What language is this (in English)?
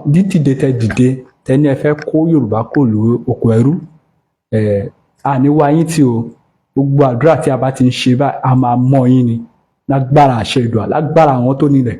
Yoruba